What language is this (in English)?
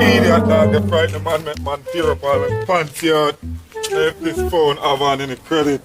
Jamaican Creole English